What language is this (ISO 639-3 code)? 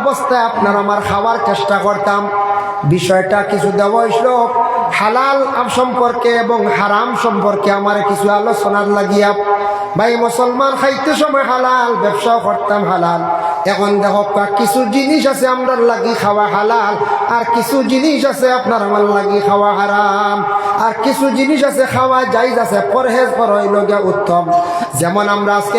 syl